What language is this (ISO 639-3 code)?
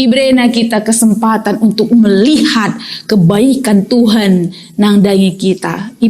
btx